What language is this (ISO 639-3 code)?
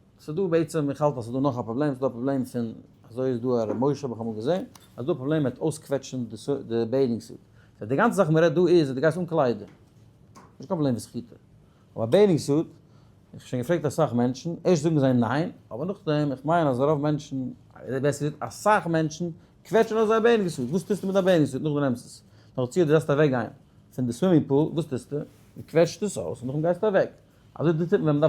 yid